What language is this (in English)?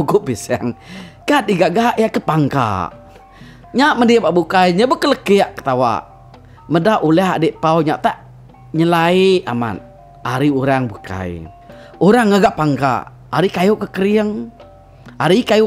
Iban